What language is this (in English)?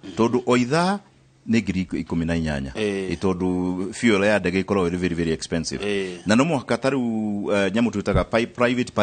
Kikuyu